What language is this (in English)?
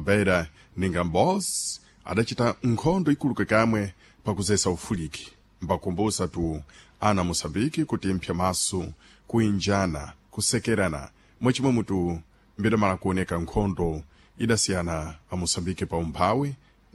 Sena